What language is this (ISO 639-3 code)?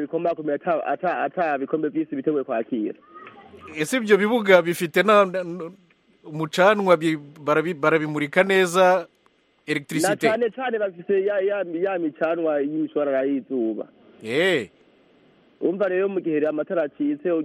kin